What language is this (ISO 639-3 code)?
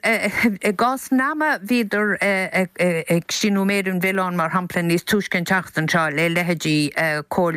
gle